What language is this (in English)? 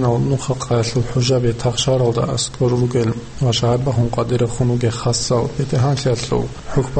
Avaric